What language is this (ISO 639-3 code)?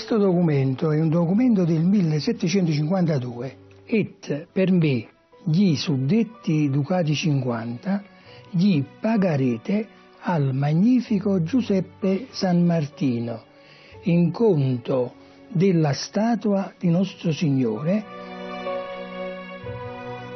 ita